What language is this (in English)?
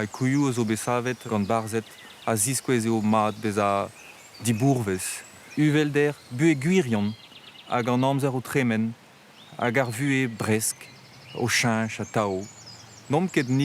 Breton